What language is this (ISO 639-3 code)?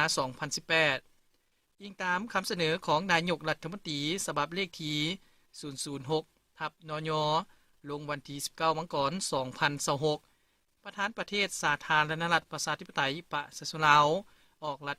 lao